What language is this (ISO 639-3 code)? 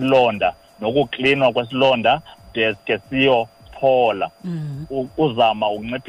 xho